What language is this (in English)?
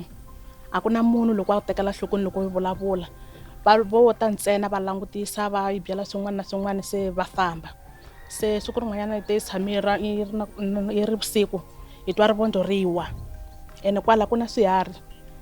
Tsonga